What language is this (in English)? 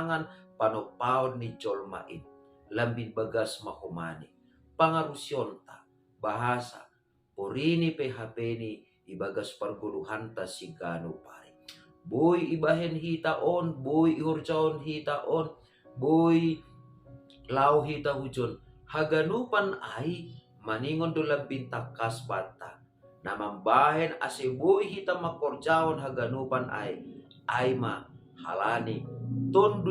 Batak Simalungun